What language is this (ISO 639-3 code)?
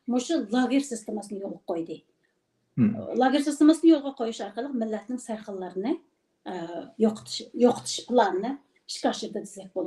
uig